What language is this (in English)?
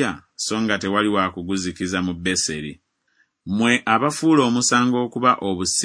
Ganda